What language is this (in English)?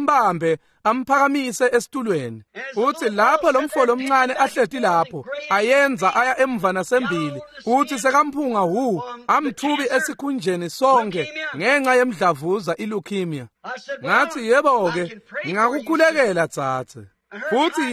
Swati